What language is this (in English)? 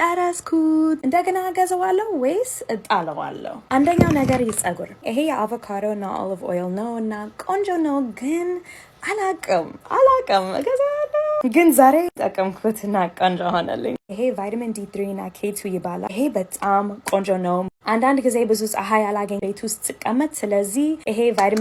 Amharic